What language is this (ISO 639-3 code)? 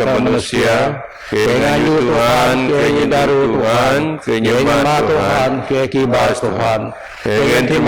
bth